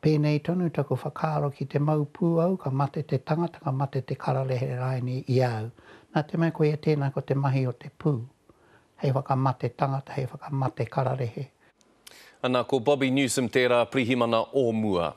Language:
Māori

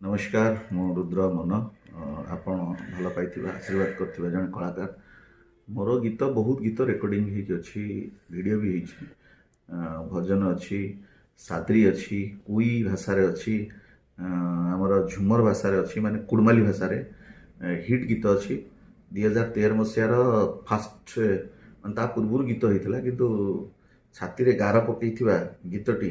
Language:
Odia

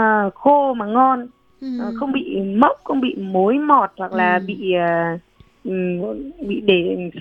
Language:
Vietnamese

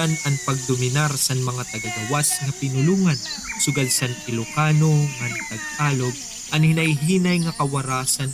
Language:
Waray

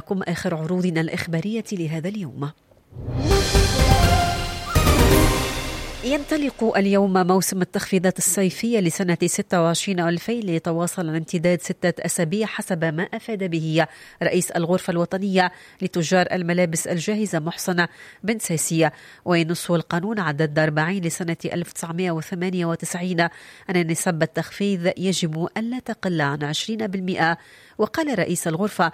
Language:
Tunisian Arabic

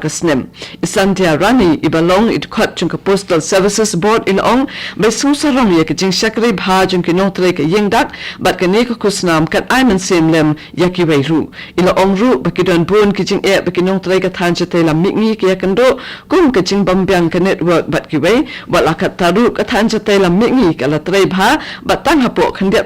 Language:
Khasi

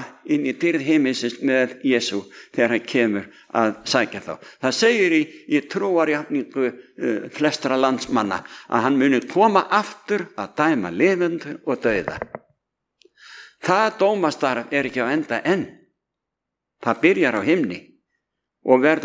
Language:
Icelandic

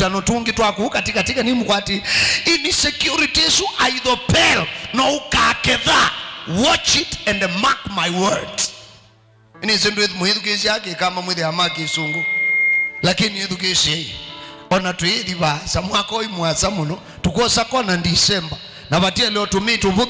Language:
Kamba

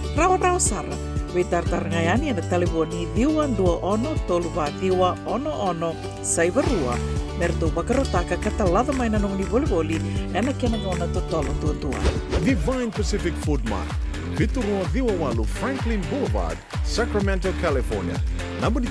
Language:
Fijian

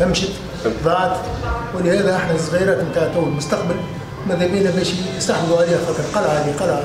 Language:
Tunisian Arabic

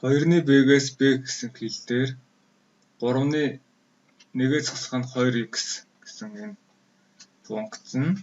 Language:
Mongolian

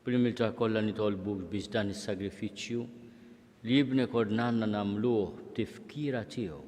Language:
Maltese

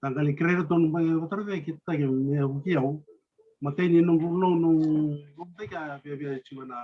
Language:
Fijian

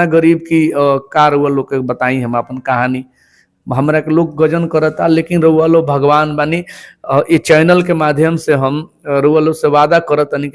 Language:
Bhojpuri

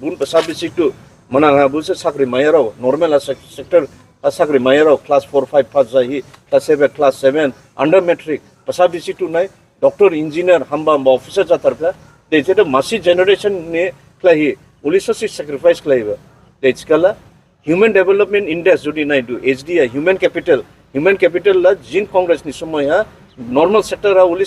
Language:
Dimasa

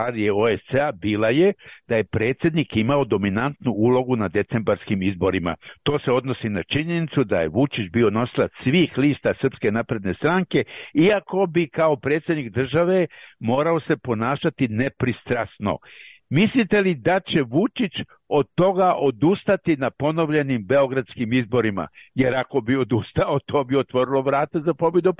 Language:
Serbian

